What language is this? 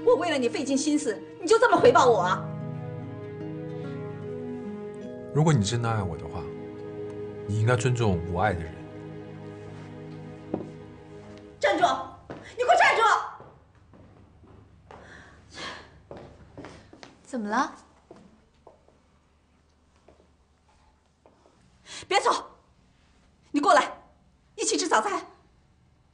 Chinese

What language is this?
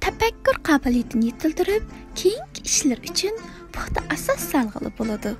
Uyghur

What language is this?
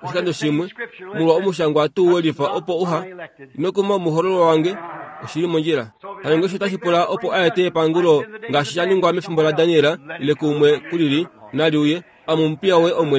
Kuanyama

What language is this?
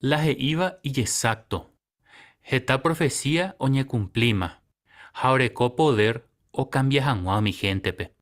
Guarani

